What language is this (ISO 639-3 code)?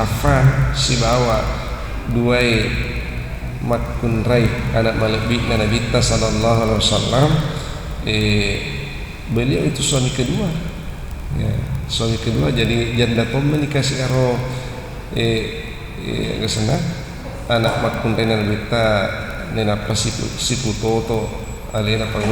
bug